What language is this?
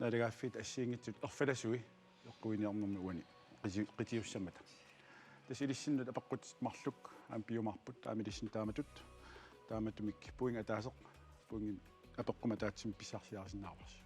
Kalaallisut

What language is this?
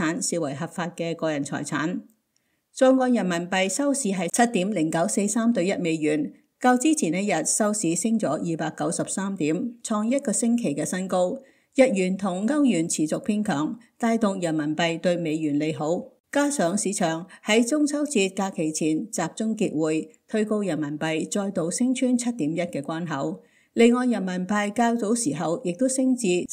Cantonese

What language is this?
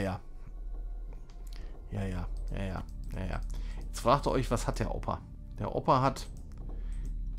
German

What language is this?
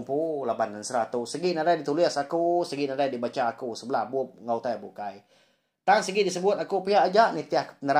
Iban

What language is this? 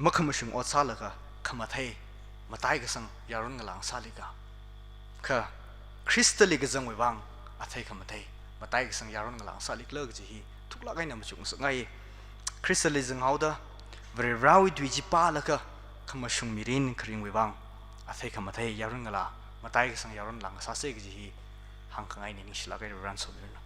Tangkhul Naga (India)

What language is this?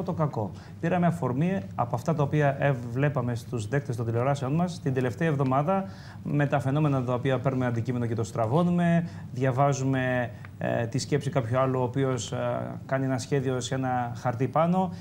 Greek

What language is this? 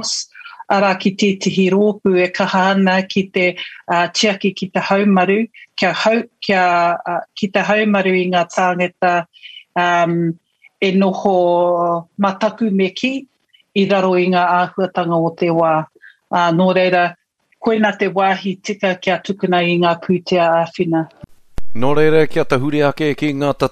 Māori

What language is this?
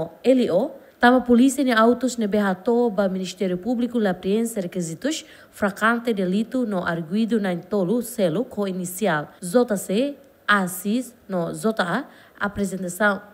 Tetum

